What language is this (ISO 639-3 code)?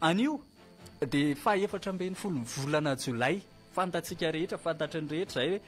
mlg